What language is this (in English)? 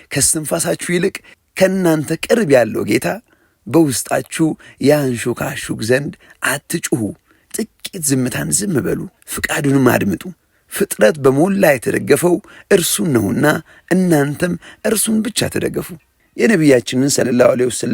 Amharic